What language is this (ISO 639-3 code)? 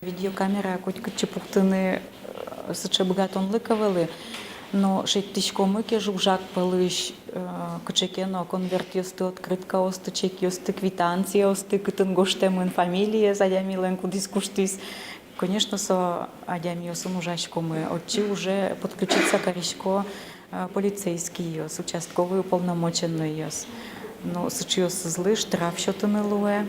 udm